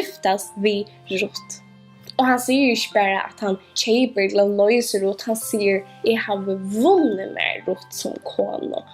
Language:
Faroese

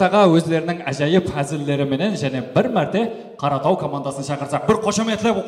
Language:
Kara-Kalpak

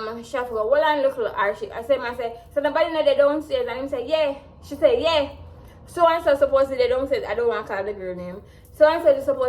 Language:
Jamaican Creole English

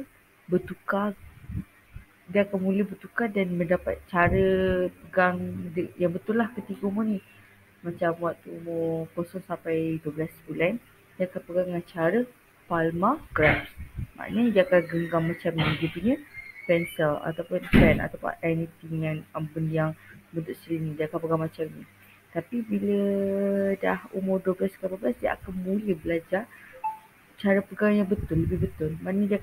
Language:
Malay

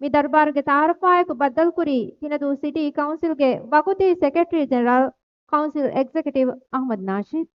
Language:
Divehi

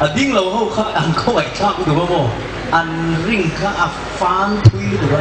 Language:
Hmar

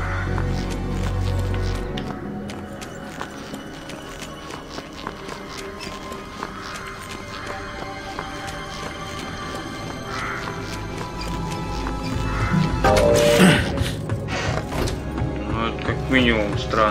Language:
Russian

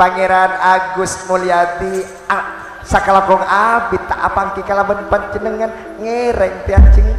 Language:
Madurese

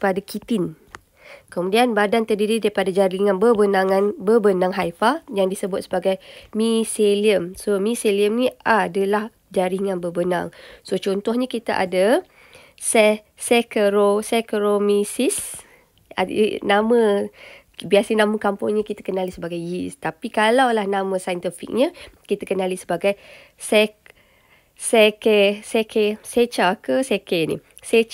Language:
Malay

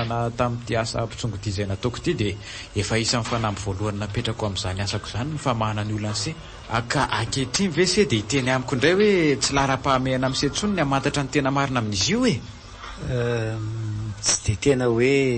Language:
Malagasy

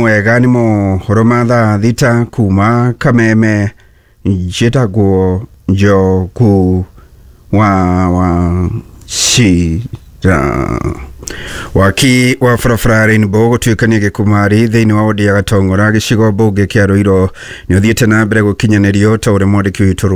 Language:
Kikuyu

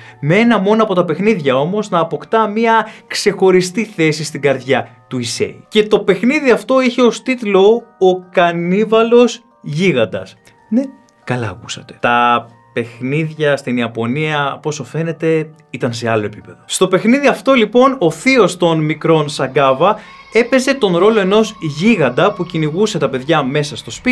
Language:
Greek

